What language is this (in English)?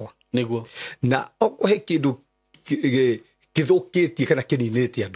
Kikuyu